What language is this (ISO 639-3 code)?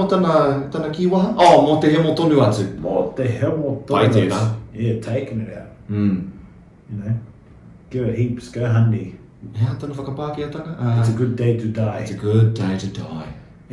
mri